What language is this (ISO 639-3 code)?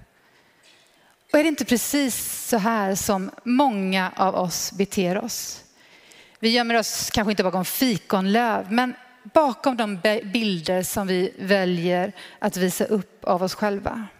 swe